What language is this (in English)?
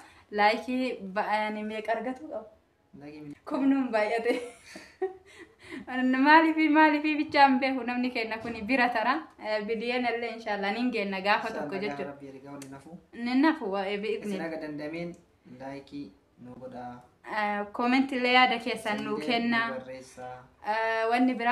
Oromo